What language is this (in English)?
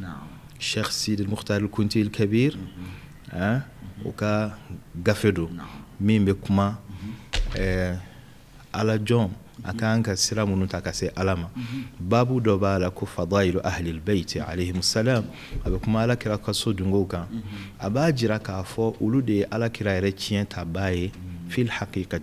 Bambara